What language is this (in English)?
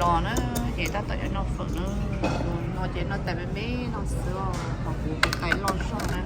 Hmong